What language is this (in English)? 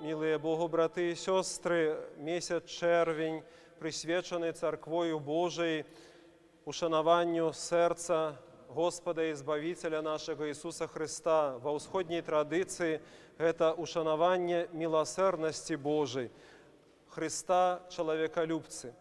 Belarusian